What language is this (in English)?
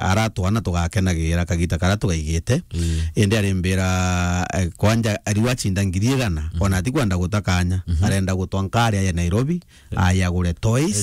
Meru